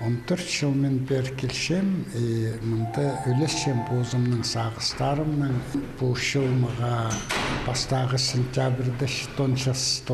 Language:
Khakas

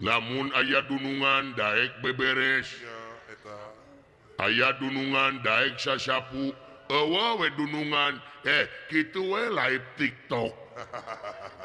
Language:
Sundanese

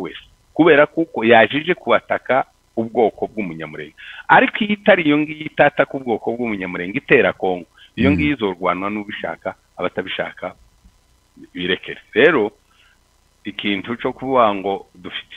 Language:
Kinyarwanda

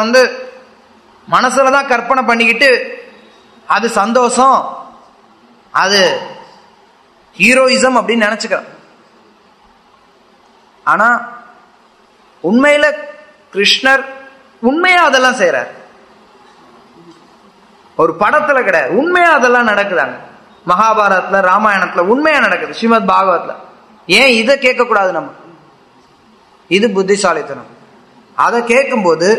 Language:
Tamil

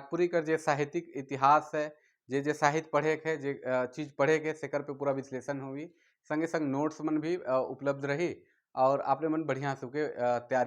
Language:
Sadri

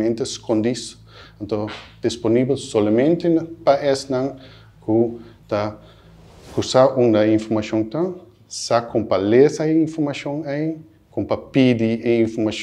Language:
Papiamento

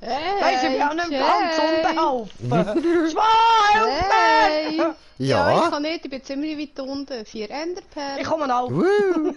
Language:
Swiss German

